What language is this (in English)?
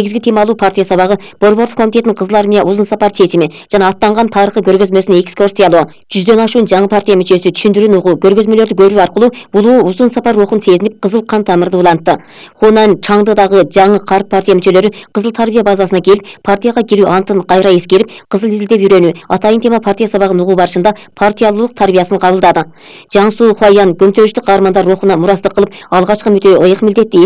Kyrgyz